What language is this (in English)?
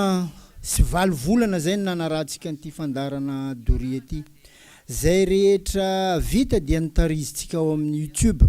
Malagasy